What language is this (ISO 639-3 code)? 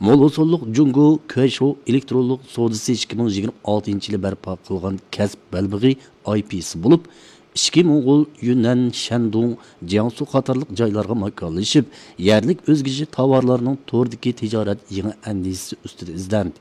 uig